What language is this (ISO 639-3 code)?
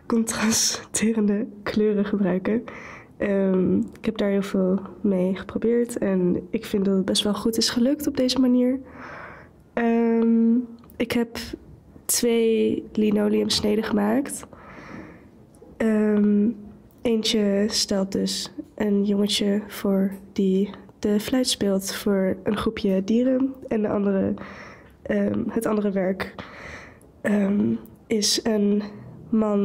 nld